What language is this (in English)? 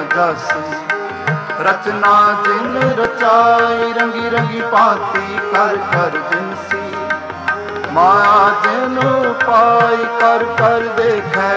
Punjabi